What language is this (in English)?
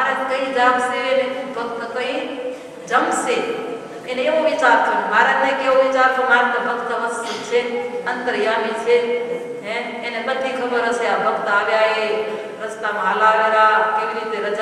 Gujarati